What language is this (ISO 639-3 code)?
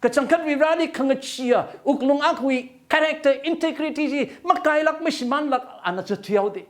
nmf